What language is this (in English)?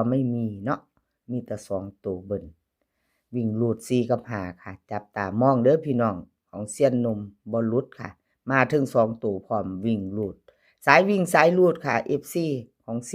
Northeastern Thai